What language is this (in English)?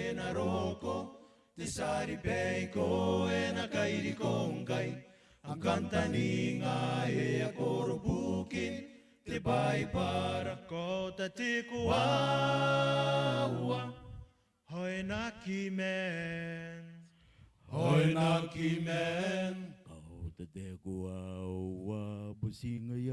Gilbertese